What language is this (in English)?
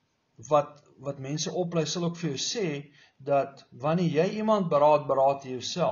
Afrikaans